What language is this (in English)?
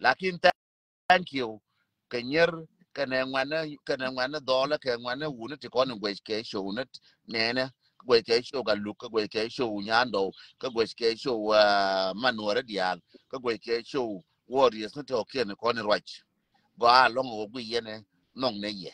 Nuer